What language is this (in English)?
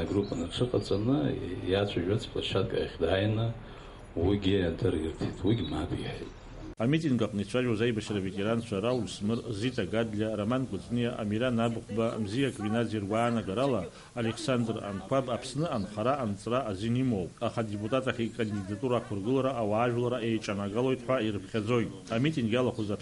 Abkhazian